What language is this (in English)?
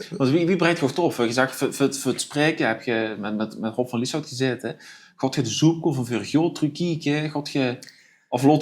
Limburgish